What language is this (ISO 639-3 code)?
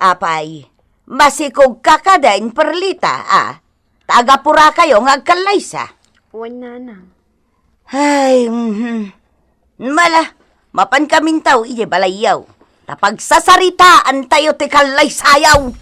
ilo